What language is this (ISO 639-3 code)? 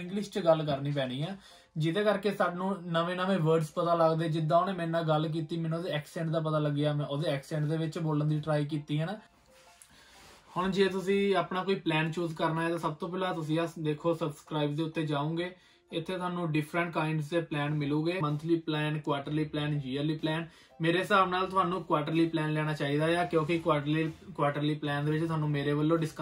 pan